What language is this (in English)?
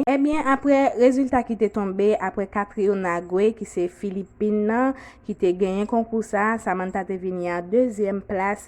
Haitian Creole